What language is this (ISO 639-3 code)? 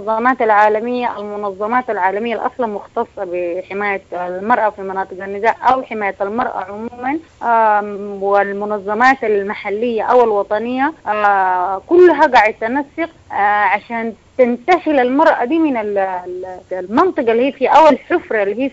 apd